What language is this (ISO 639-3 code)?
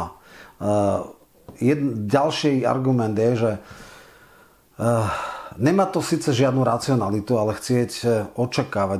slk